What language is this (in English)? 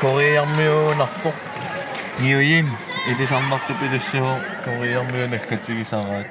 Kalaallisut